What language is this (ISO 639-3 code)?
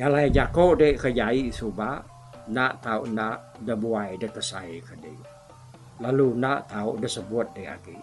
iba